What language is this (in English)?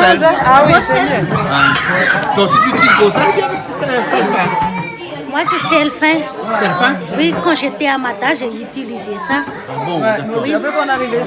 Réunion Creole French